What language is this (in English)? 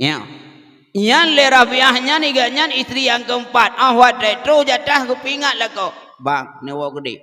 Achinese